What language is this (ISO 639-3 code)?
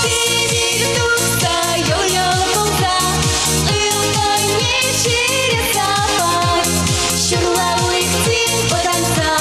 chv